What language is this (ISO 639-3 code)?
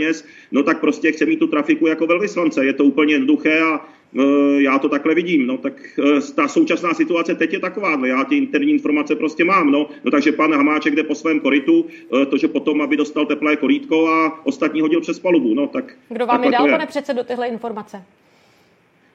ces